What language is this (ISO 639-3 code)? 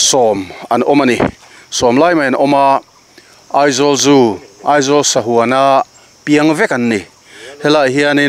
lus